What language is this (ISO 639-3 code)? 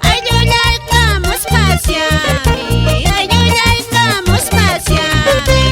que